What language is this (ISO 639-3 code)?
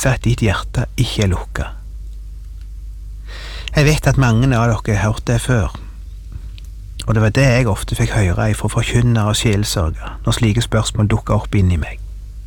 nor